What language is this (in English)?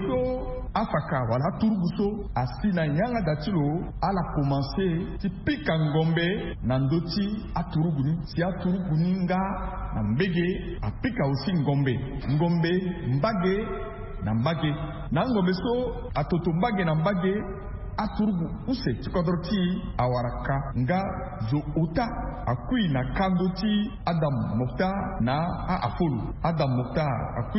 Sango